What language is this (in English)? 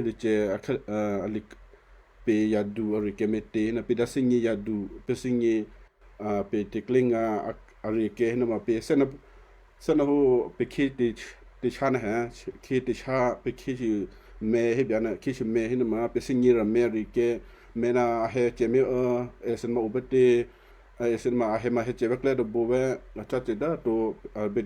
Western Kayah